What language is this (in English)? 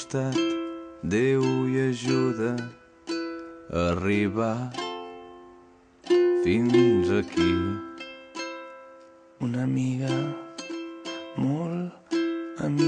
Catalan